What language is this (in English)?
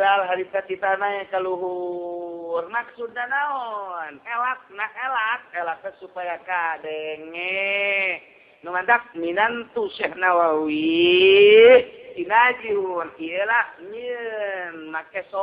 Sundanese